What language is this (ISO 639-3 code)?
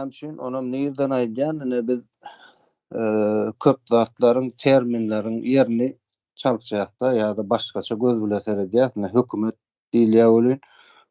tuk